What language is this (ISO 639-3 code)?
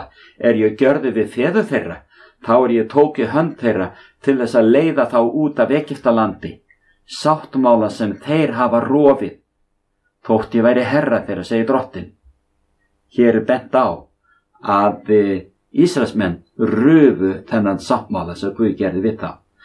isl